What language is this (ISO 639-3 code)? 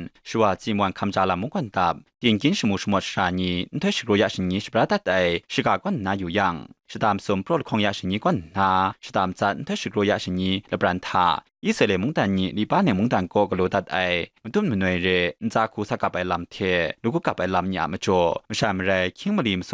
kac